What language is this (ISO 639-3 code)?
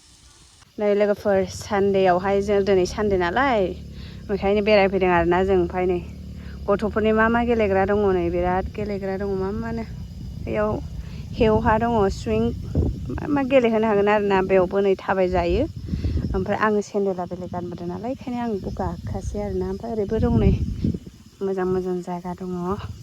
brx